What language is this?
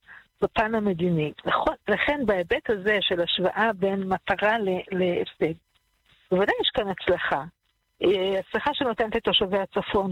Hebrew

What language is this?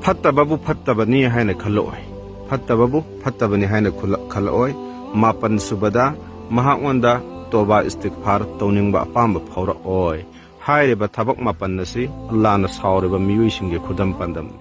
Manipuri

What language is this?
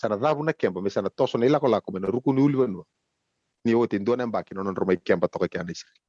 Fijian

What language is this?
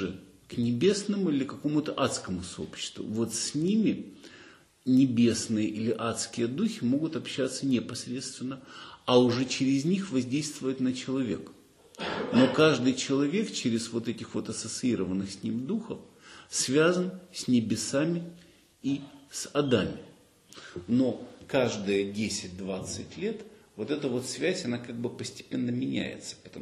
Russian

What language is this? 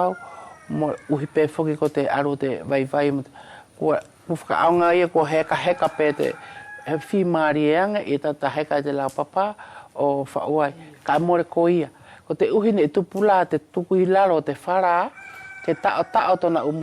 Wallisian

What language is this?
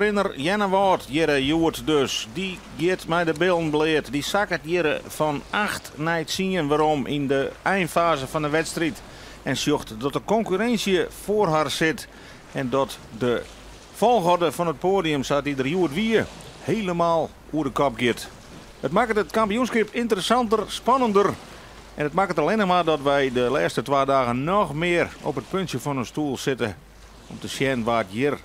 Western Frisian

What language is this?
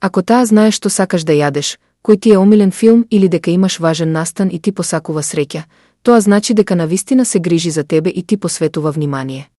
Macedonian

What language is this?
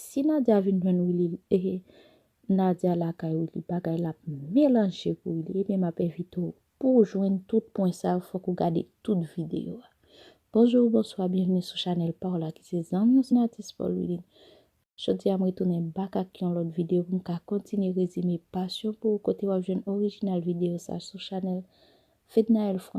Haitian Creole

